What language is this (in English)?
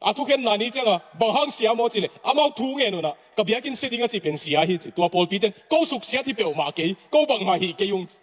Tedim Chin